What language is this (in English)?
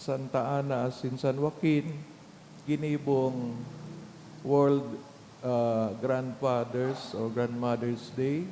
Bikol